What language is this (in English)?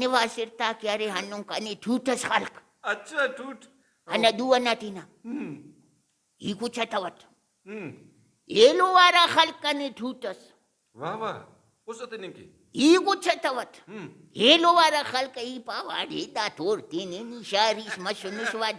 Brahui